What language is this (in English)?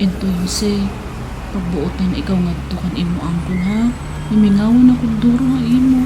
Waray